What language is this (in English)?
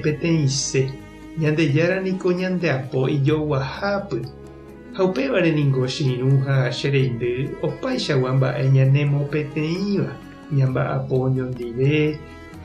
Guarani